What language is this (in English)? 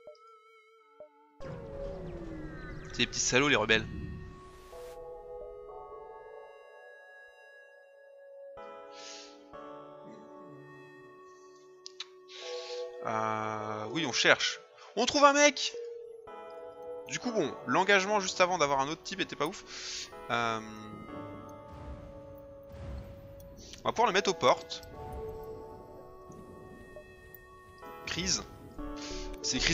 French